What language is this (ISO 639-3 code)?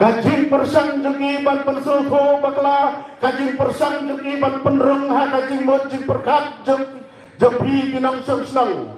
kha